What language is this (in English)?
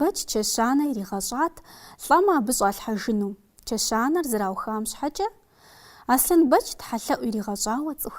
Kabardian